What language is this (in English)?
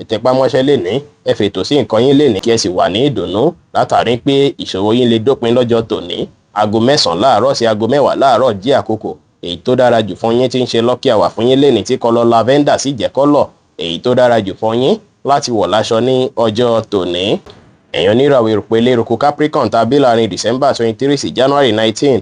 Yoruba